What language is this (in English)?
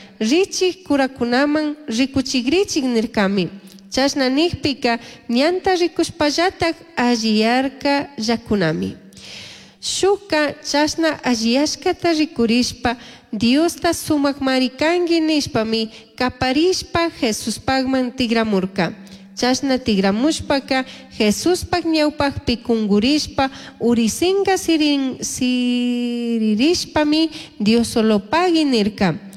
Chimborazo Highland Quichua